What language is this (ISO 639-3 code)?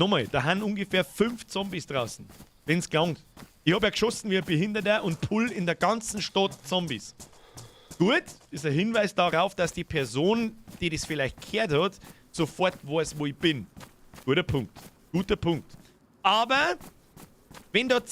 bar